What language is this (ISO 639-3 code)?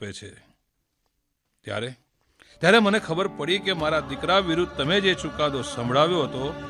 guj